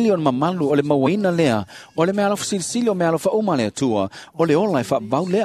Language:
Samoan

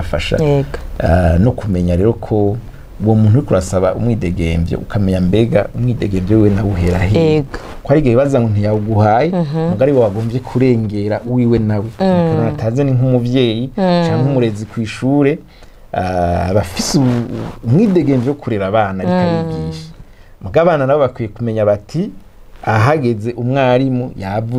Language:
Rundi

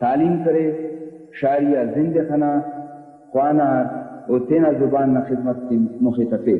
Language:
Brahui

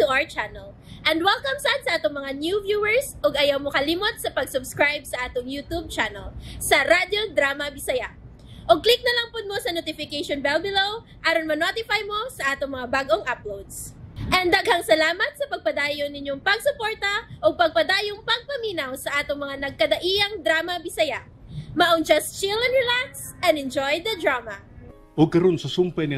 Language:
Cebuano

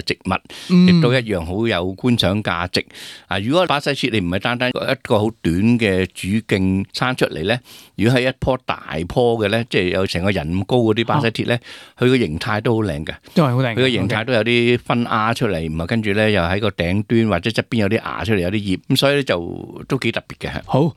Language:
Cantonese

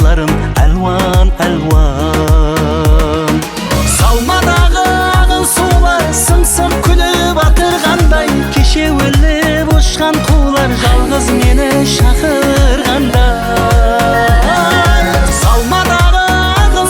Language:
Kara-Kalpak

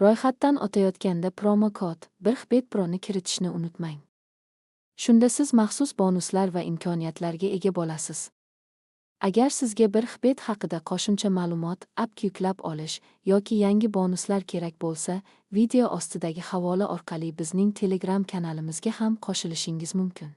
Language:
Uzbek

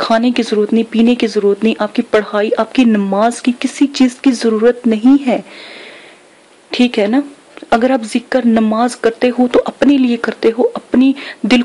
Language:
Urdu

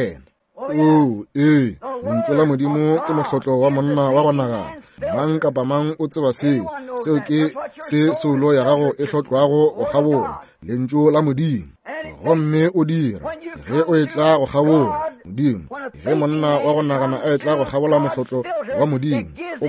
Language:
Northern Sotho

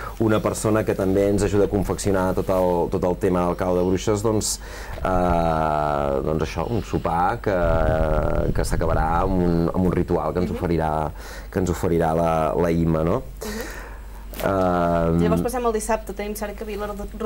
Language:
Catalan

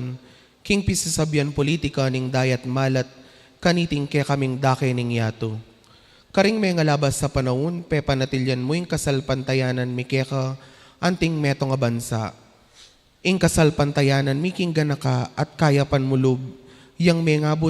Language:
Pampanga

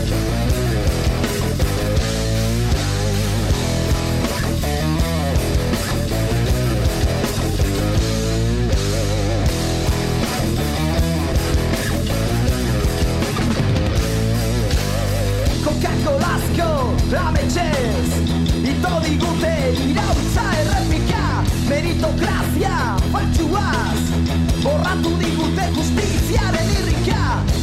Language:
Basque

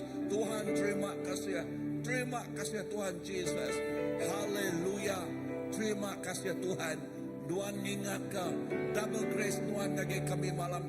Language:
Iban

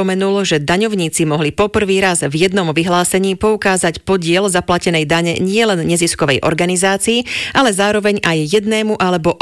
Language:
Slovak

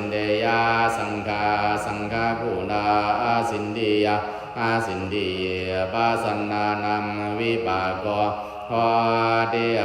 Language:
Pali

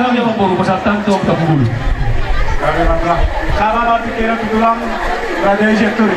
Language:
Batak Toba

